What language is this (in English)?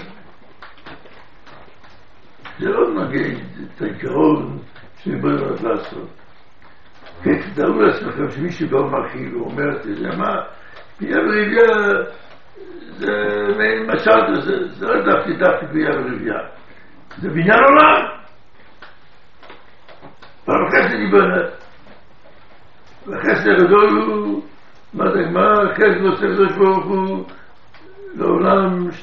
Hebrew